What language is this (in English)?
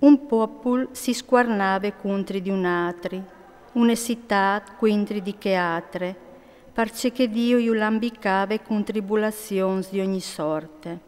Friulian